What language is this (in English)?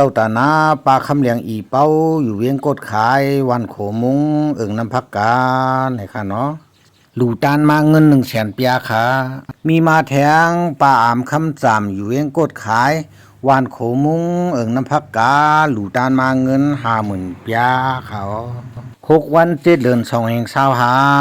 Shan